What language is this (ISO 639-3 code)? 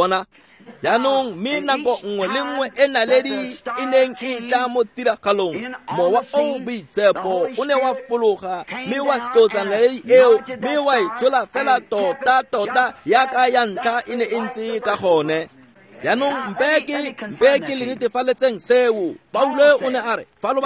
tsn